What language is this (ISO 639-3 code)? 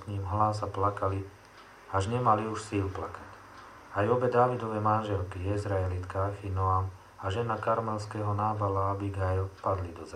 slk